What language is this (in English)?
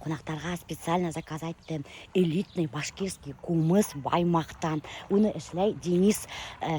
Bashkir